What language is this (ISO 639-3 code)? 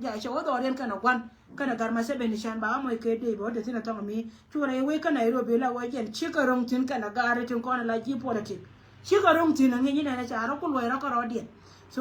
nus